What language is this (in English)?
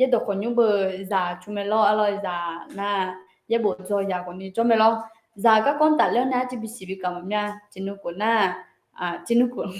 Akha